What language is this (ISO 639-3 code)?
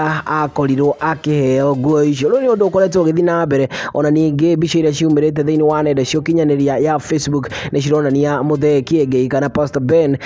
kik